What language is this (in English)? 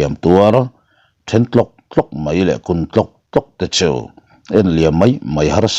Mizo